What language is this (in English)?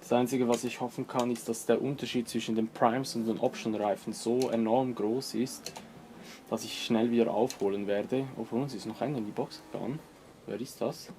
Swiss German